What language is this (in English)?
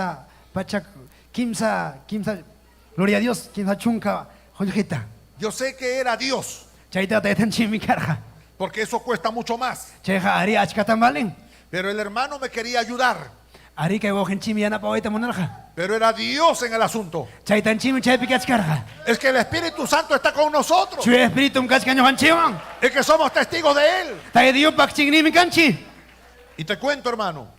Ayacucho Quechua